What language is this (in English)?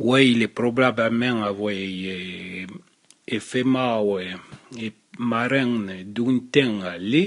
Arpitan